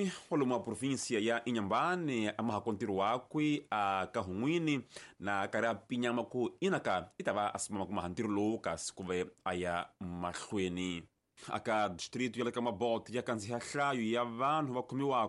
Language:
Tsonga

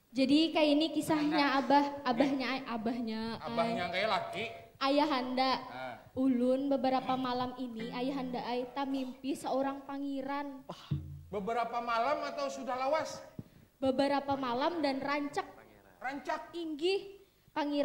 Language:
Banjar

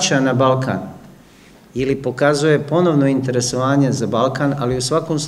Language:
Serbian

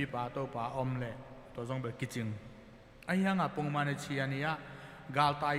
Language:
Tedim Chin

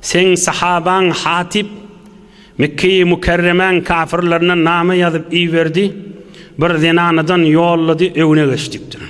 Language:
Turkmen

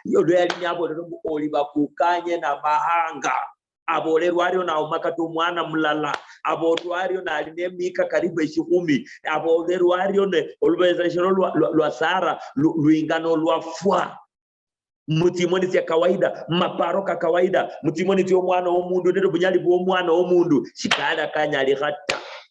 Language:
Luyia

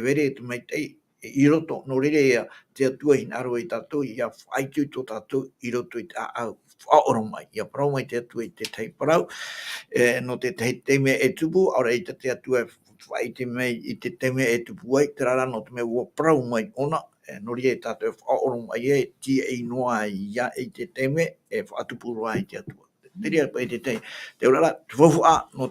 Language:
Tahitian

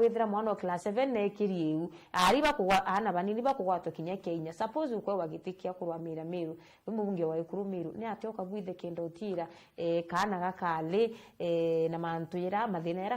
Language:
Meru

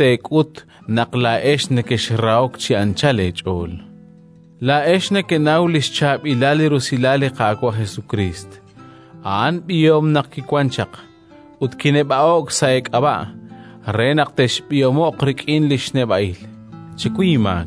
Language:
Kekchí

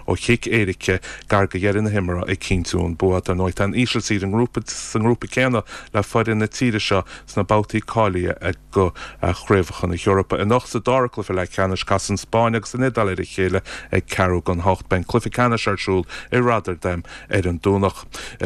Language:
Irish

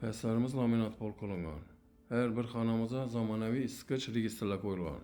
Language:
Uzbek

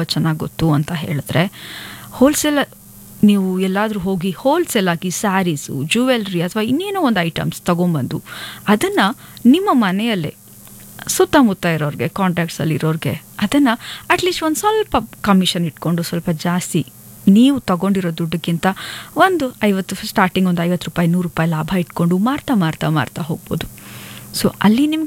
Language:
Kannada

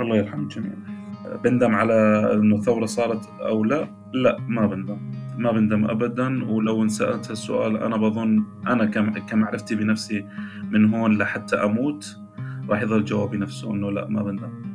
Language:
North Levantine Arabic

